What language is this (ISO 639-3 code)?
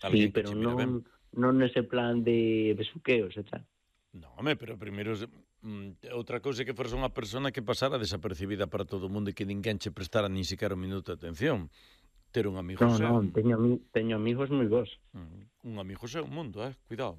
glg